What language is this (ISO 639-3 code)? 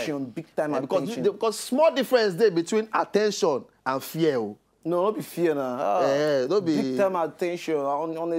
pcm